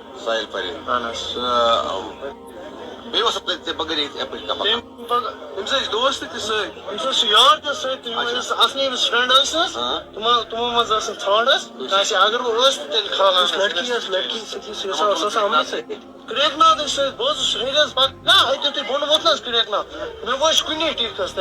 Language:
Kashmiri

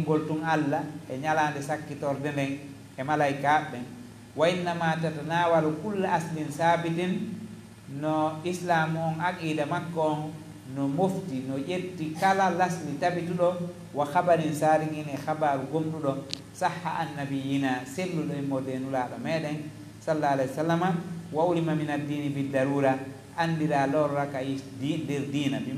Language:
Fula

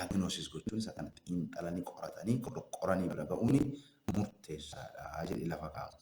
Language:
Oromo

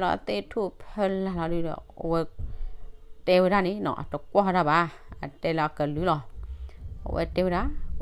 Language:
S'gaw Karen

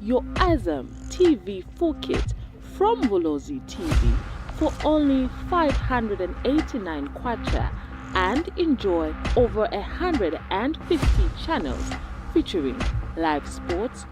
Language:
Lozi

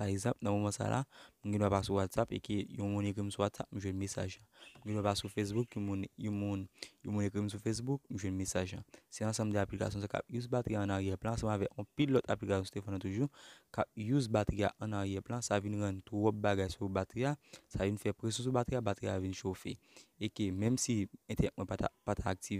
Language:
Haitian Creole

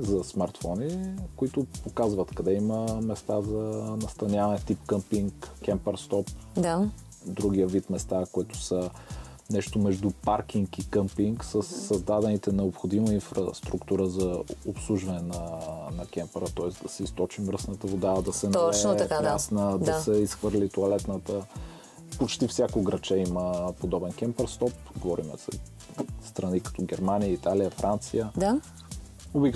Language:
Bulgarian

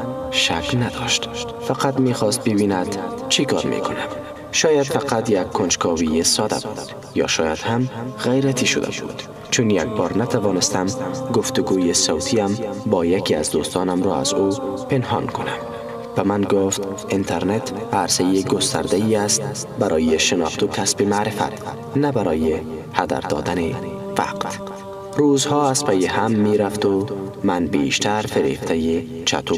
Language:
Tajik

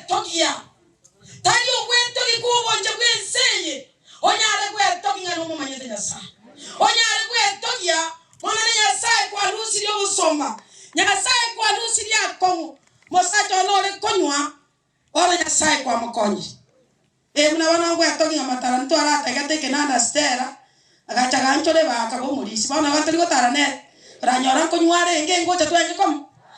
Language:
Gusii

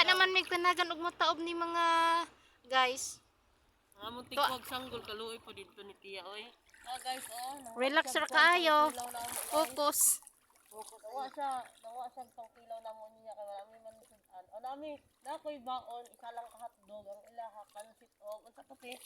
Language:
Cebuano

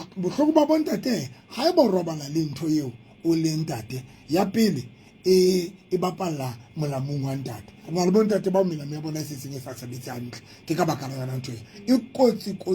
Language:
Southern Sotho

